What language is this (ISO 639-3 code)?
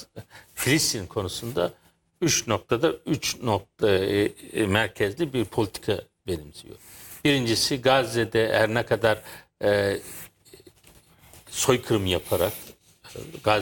tur